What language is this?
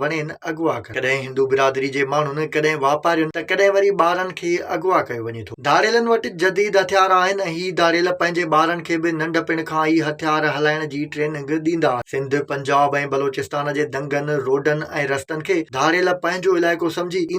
Sindhi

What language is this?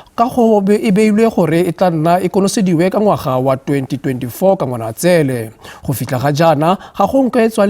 Tswana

